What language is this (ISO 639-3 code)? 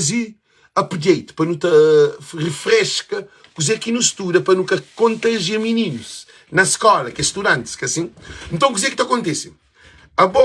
kea